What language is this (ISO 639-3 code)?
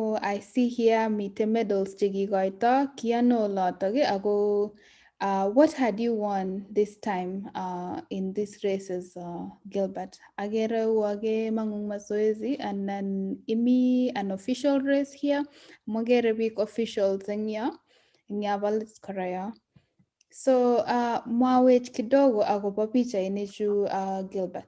kln